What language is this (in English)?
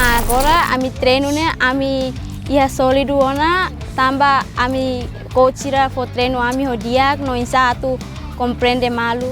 Tetum